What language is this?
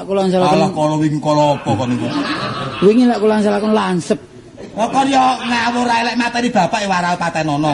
Javanese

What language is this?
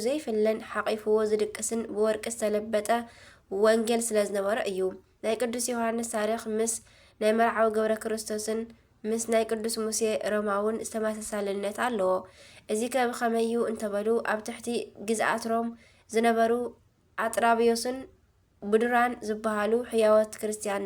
Tigrinya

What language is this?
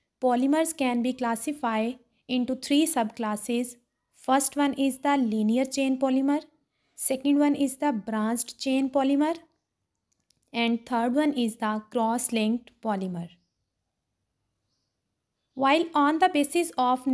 English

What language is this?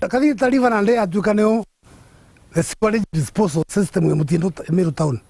Meru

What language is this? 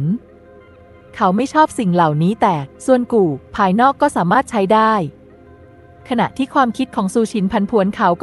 Thai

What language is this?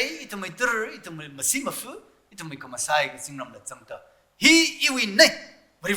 Tangkhul Naga (India)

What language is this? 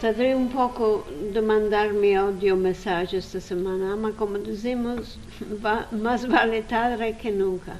Ladino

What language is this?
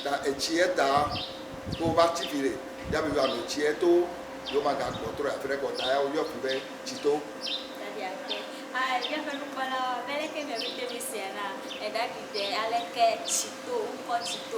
Ewe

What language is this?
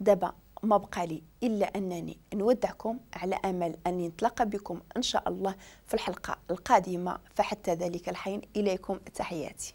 Moroccan Arabic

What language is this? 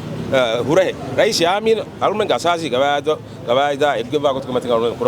Divehi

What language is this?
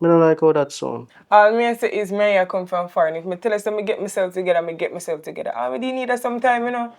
Jamaican Creole English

